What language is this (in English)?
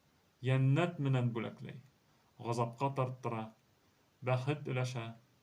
Bashkir